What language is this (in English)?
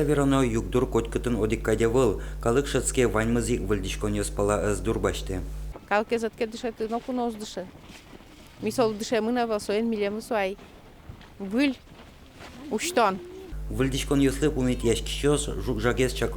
Udmurt